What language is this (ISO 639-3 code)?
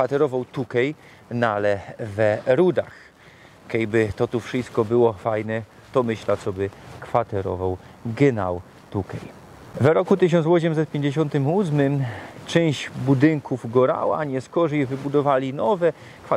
szl